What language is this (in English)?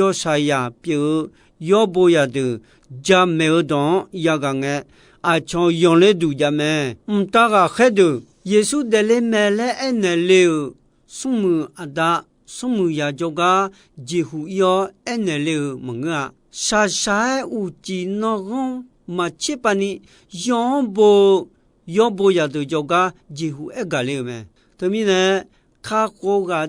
Akha